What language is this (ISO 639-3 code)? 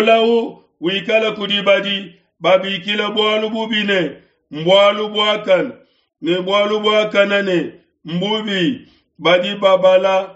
lua